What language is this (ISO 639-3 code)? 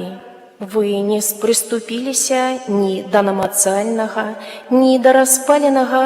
bel